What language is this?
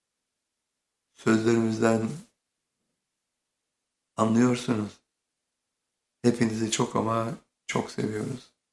Turkish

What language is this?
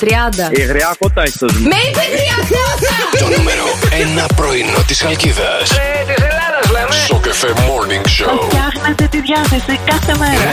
Greek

